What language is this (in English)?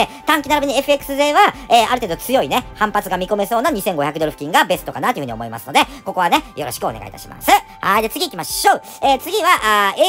Japanese